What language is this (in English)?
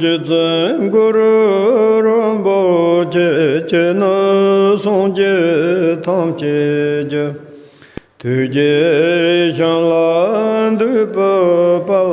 Tibetan